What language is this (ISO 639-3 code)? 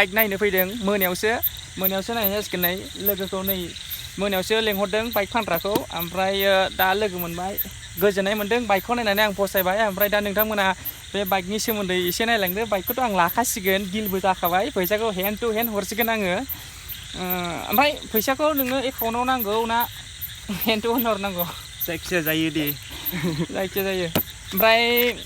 brx